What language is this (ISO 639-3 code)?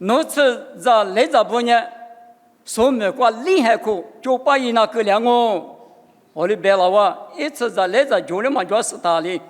lis